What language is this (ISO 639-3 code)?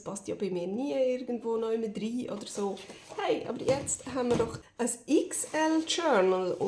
gsw